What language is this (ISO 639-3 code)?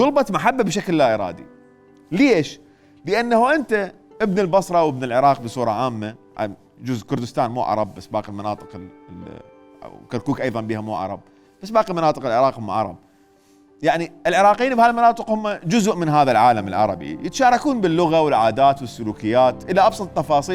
acm